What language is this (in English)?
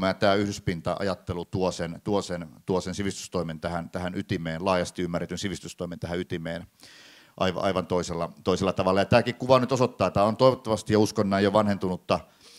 Finnish